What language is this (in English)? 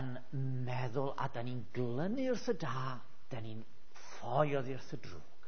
Welsh